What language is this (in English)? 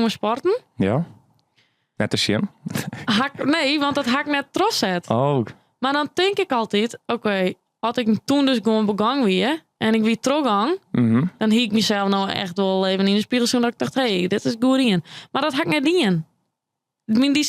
Western Frisian